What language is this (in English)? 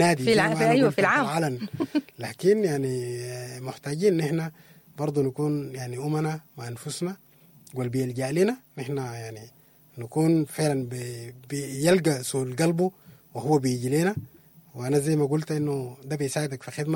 Sudanese Arabic